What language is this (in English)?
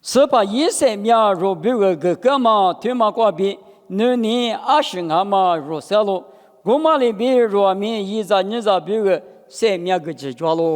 Lisu